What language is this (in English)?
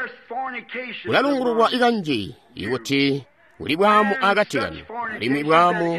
Tonga (Zambia)